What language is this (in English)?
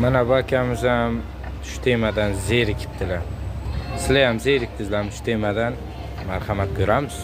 Uzbek